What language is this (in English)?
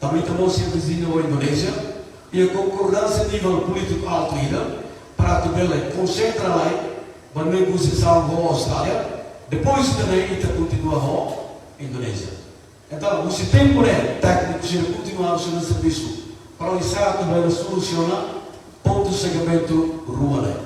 Tetum